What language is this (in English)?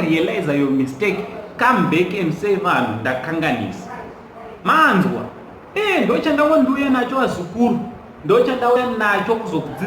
Shona